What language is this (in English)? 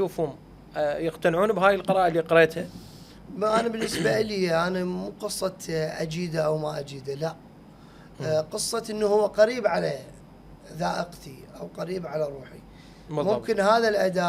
Mesopotamian Arabic